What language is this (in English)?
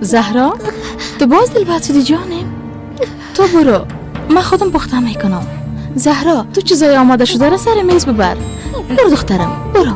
Persian